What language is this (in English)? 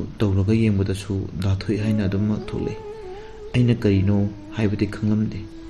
Manipuri